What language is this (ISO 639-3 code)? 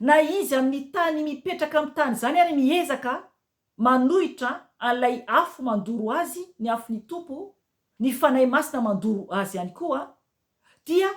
mlg